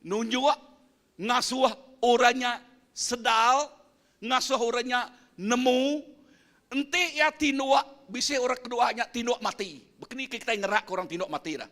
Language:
Iban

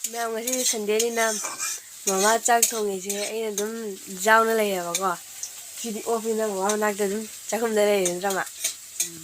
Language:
Manipuri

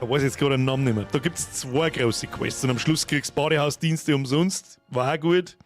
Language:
Bavarian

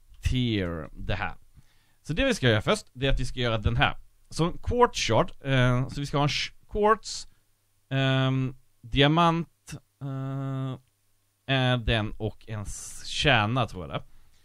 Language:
Swedish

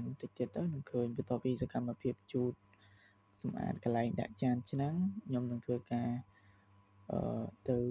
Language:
Khmer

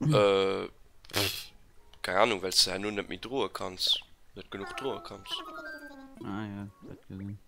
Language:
Luxembourgish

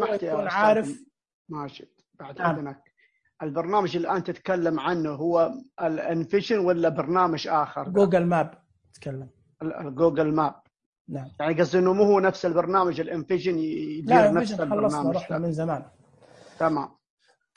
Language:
Najdi Arabic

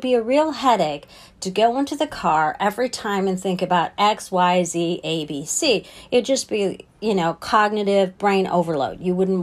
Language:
English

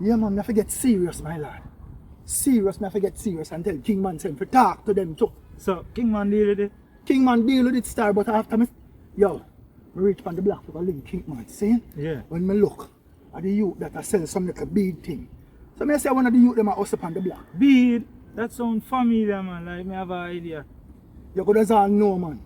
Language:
Jamaican Creole English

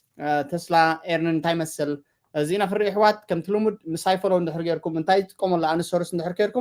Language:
Tigrinya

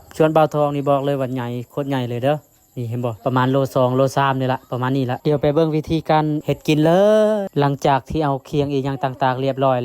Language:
Lao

